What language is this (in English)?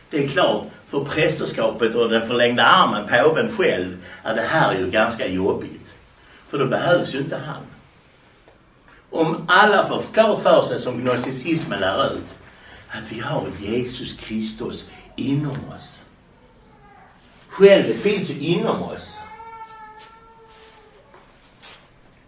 Swedish